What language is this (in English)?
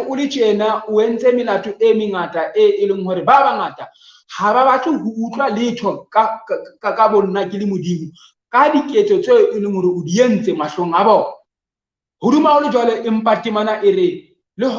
Southern Sotho